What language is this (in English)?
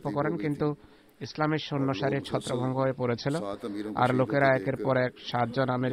Bangla